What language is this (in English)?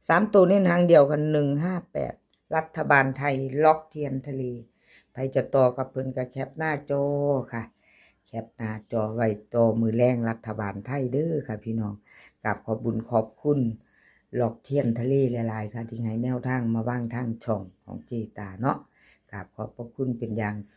Lao